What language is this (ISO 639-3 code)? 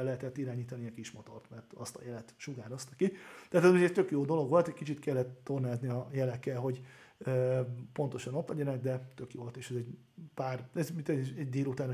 hun